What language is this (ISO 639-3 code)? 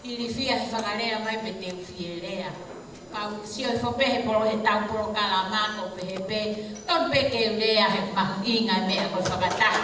ton